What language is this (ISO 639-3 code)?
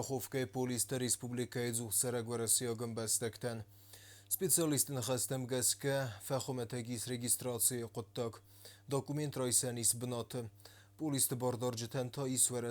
oss